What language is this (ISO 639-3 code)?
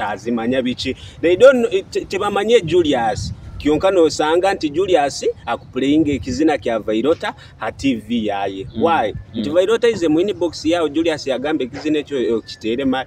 nyo